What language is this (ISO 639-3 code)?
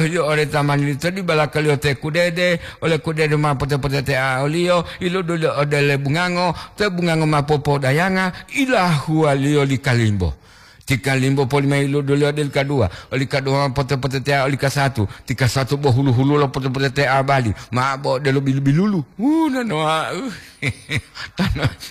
gor